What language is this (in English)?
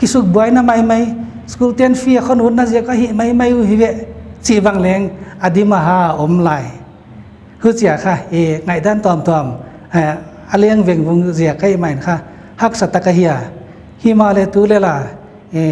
Paite Chin